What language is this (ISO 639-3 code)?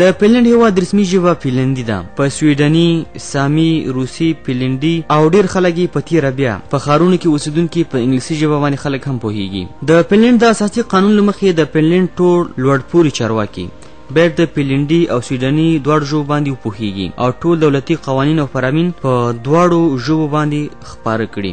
pus